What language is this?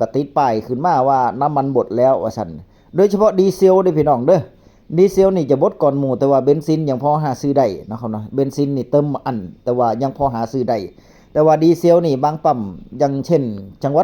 Northeastern Thai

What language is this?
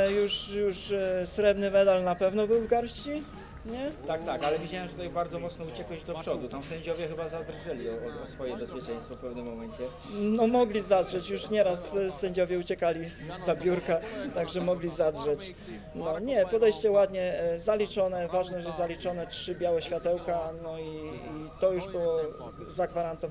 Polish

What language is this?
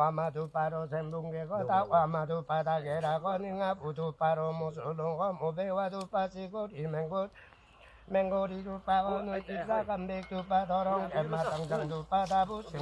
Limbu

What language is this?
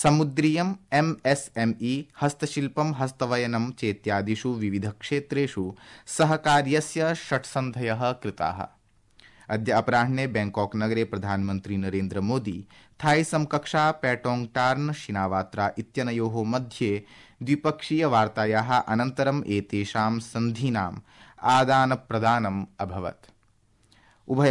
Sanskrit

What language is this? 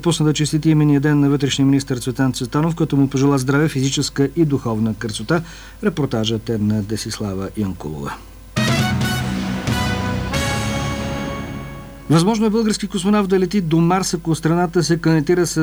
Bulgarian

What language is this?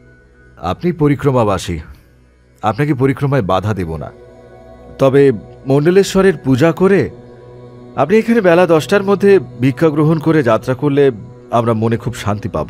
Bangla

